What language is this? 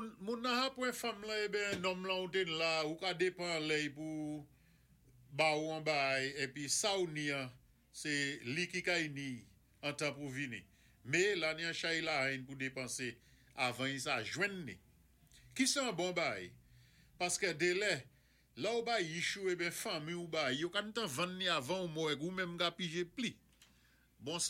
Saint Lucian Creole French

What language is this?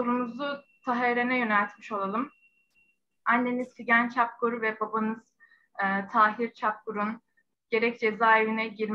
Turkish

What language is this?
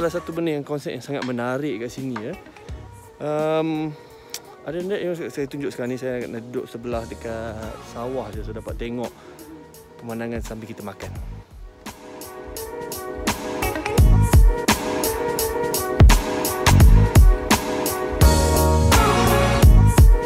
Malay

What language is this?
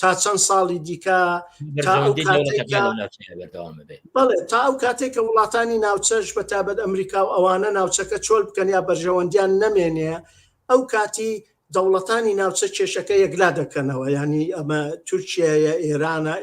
Central Kurdish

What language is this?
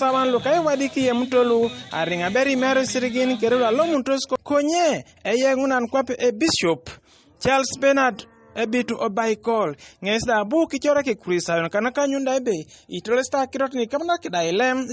Teso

